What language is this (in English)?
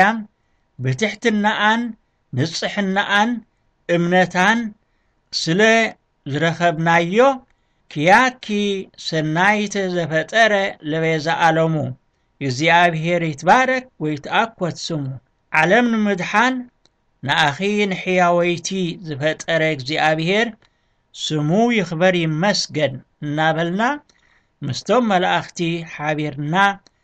Tigrinya